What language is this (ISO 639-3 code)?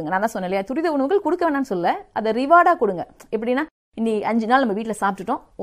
tam